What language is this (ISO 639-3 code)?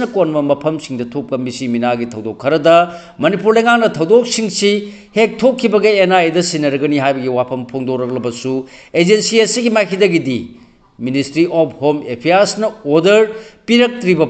mni